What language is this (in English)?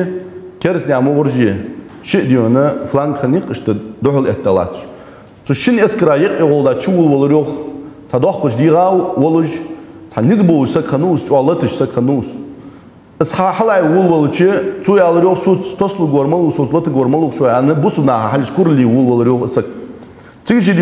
Ingush